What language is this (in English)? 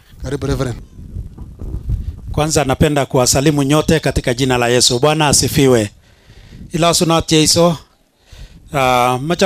Swahili